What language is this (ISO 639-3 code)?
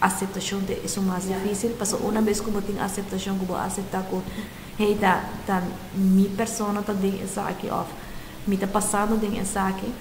pap